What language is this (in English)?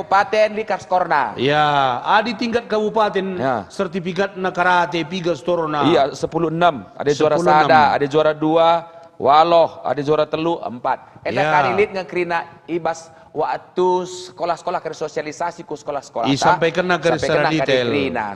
Batak Karo